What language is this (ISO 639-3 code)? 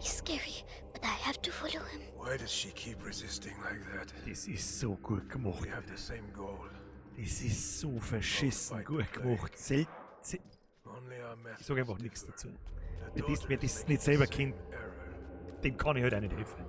bar